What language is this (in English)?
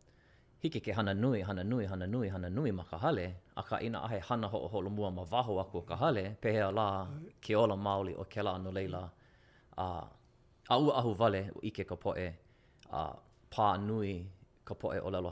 Hawaiian